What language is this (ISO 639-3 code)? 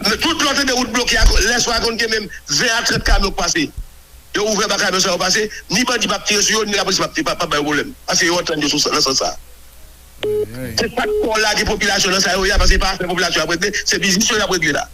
hat